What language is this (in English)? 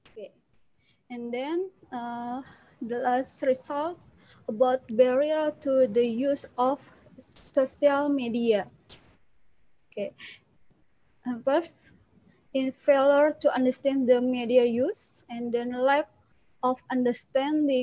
English